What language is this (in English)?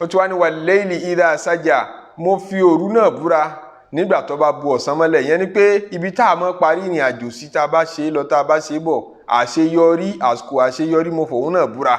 Yoruba